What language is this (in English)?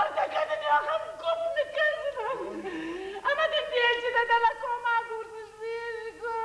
Ossetic